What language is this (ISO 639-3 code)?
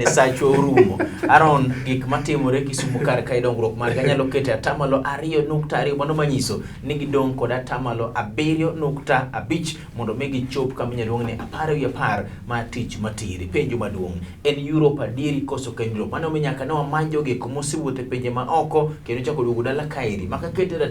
luo